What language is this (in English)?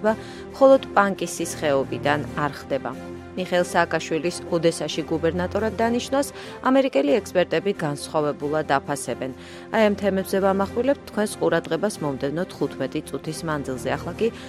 Georgian